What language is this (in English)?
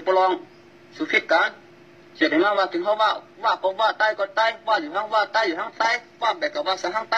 Shan